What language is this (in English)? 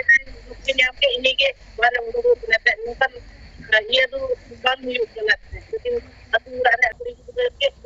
Santali